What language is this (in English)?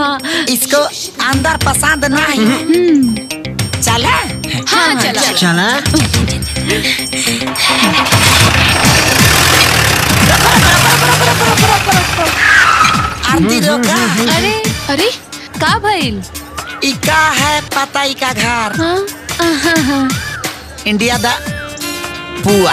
Bhojpuri